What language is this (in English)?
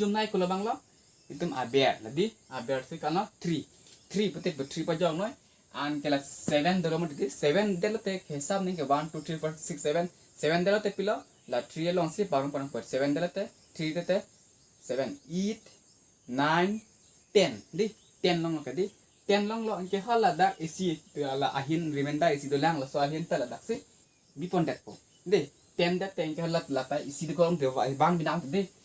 Karbi